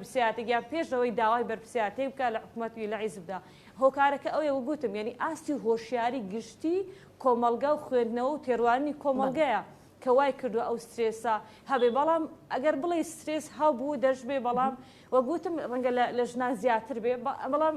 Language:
Central Kurdish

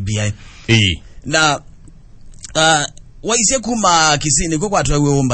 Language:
Kamba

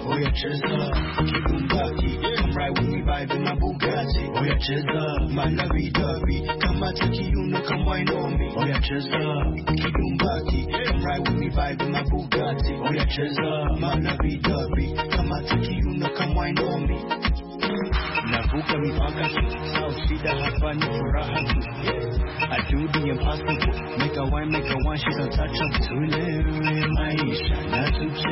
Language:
Swahili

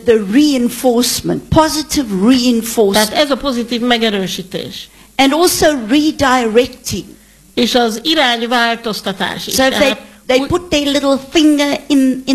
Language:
Hungarian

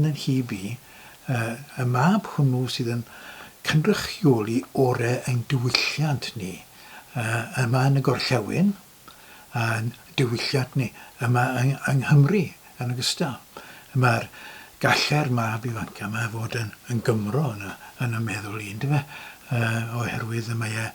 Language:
Welsh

